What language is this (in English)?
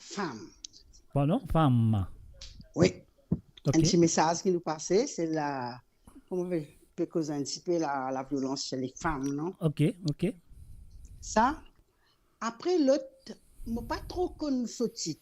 Morisyen